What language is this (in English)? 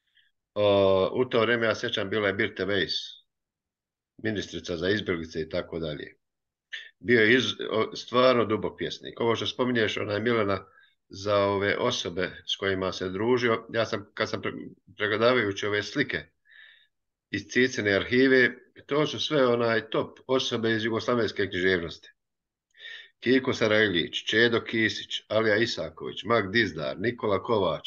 Croatian